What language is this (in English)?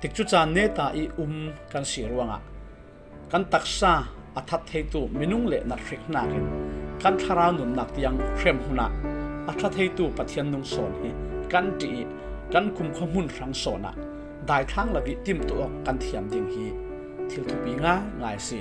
Falam Chin